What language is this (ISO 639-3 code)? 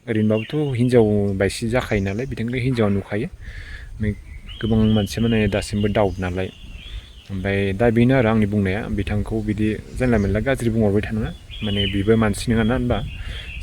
brx